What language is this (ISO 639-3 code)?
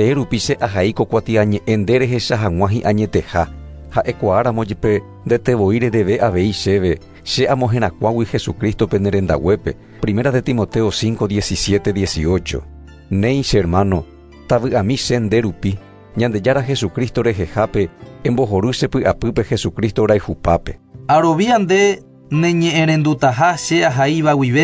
grn